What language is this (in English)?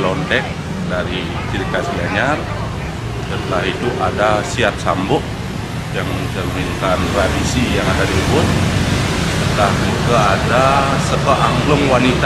Balinese